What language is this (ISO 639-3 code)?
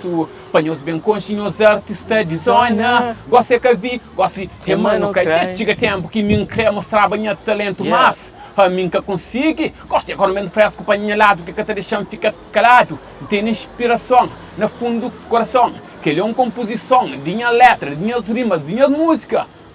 kea